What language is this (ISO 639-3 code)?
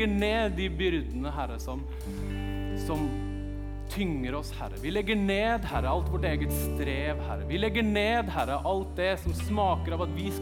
nor